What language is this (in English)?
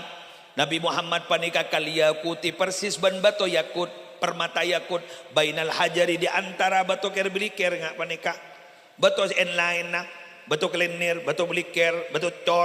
Madurese